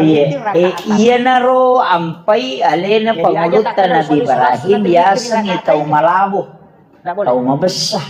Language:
Buginese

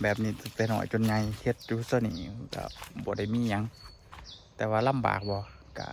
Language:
Lao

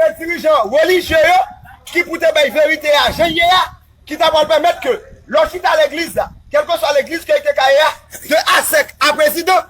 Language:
Haitian Creole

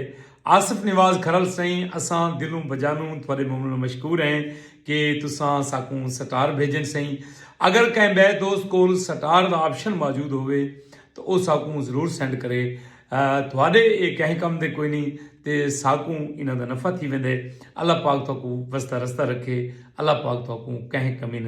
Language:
Saraiki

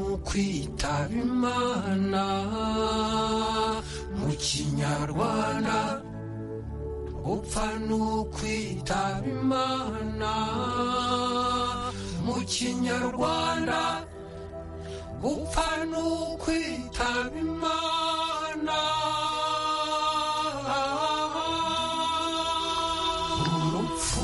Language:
Kinyarwanda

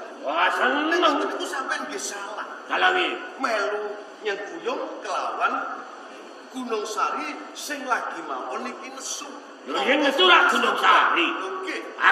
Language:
Javanese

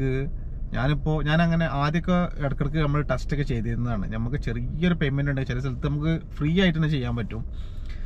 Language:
Malayalam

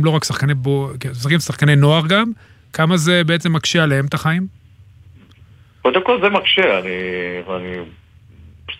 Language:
Hebrew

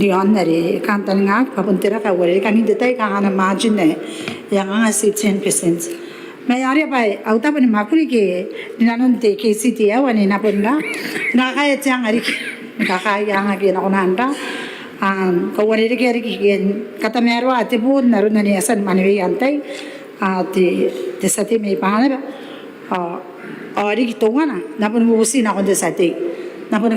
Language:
Gilbertese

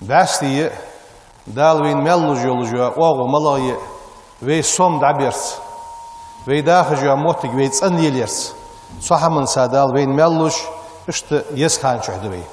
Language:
Ingush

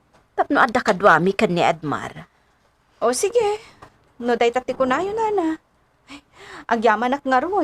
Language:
Iloko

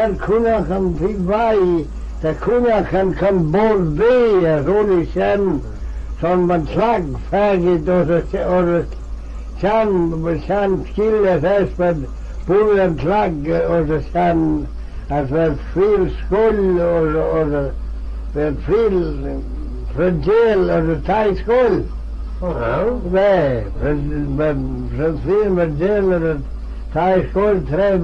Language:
Manx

